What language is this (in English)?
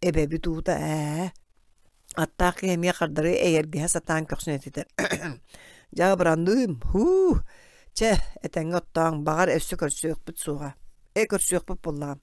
Yakut